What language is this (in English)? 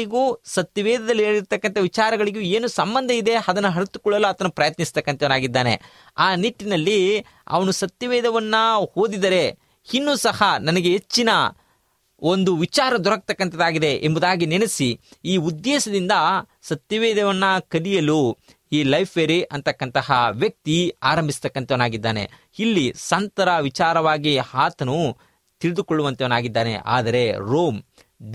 Kannada